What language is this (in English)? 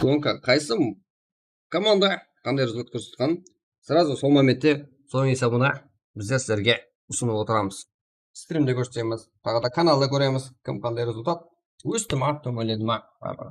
Kara-Kalpak